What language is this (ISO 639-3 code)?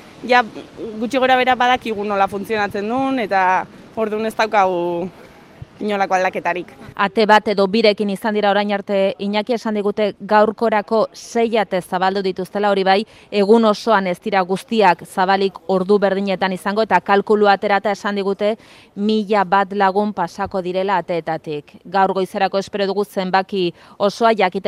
eus